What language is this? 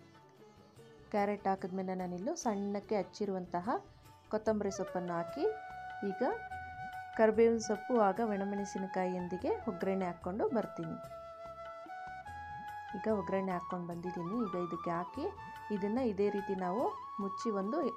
Kannada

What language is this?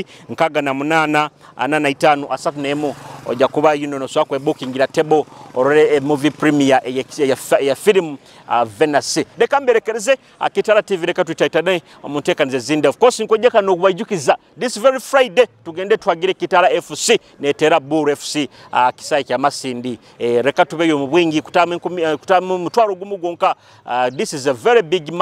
Nyoro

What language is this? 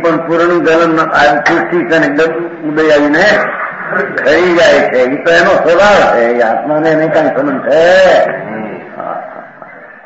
Gujarati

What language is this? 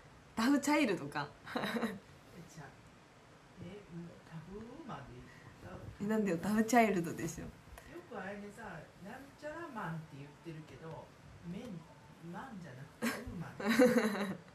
Japanese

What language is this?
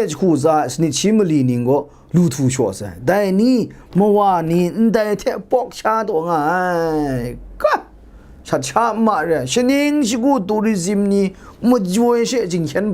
Kachin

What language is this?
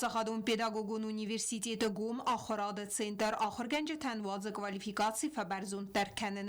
Ossetic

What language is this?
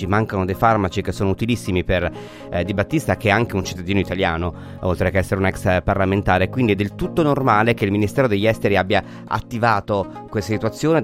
Italian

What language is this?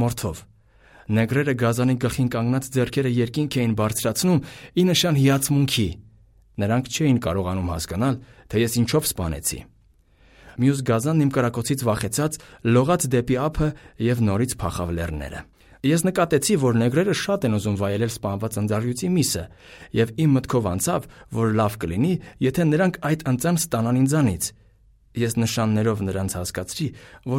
Armenian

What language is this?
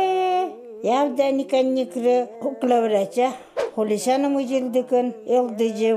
Even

